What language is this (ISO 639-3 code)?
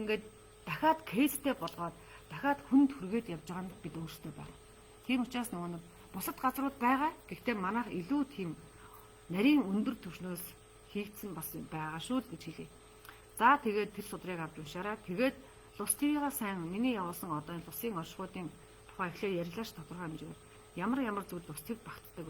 mon